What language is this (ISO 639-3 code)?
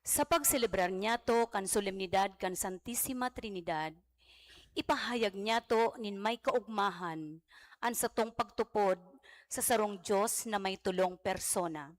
bik